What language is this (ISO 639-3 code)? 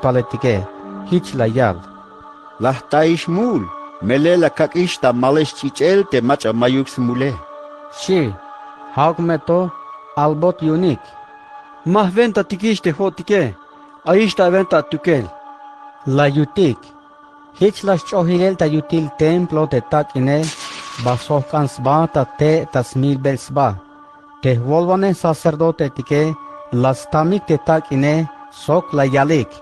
tzh